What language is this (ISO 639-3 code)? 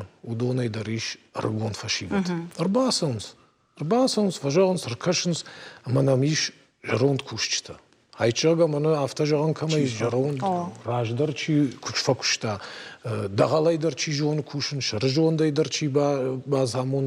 oss